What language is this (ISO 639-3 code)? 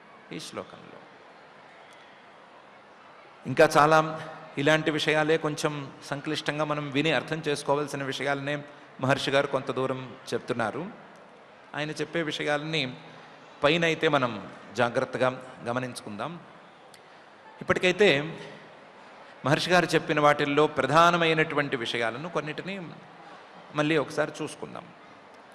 tel